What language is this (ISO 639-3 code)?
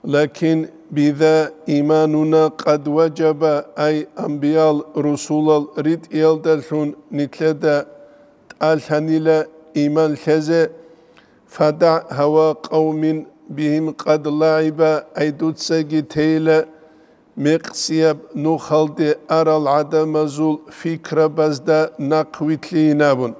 ava